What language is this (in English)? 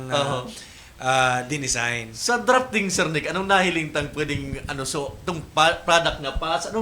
Bikol